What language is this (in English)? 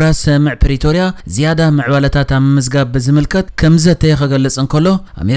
Tigrinya